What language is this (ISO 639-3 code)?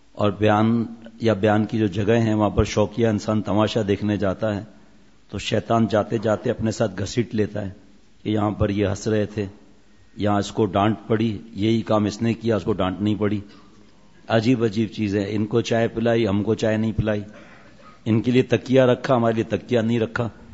urd